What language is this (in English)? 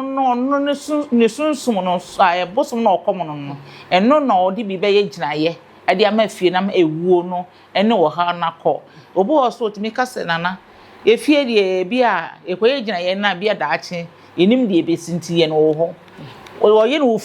Akan